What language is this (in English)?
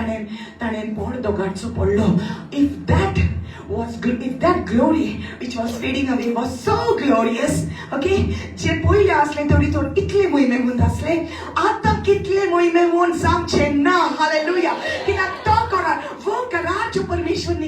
Konkani